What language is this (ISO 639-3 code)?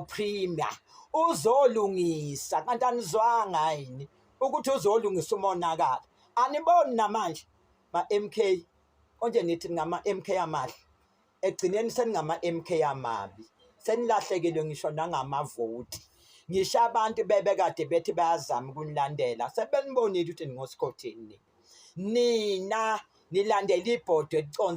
zul